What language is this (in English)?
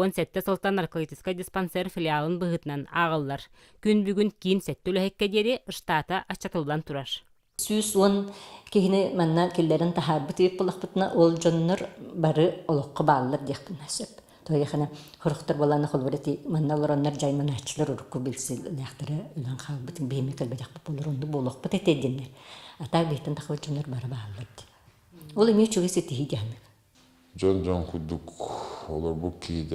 Yakut